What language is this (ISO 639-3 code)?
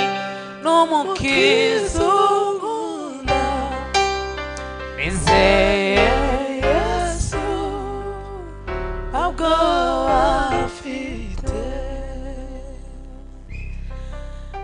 kin